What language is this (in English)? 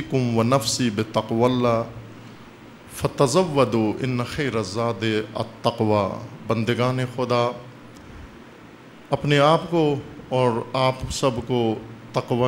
Urdu